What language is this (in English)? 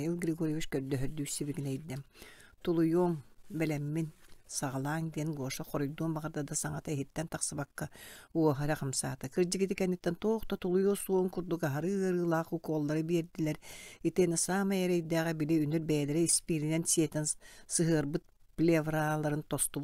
Yakut